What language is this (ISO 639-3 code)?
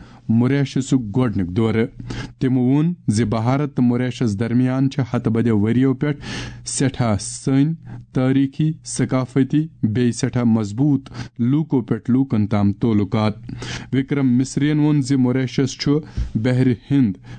kas